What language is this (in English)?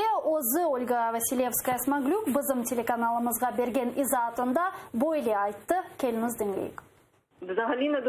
Crimean Tatar